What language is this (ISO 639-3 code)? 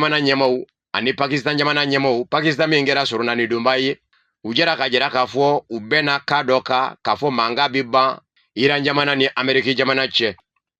bam